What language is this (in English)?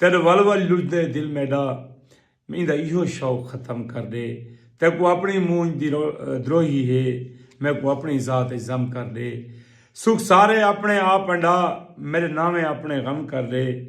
Saraiki